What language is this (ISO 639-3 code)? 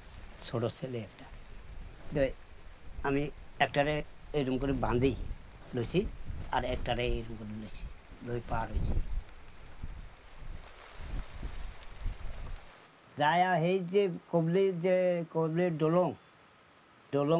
ben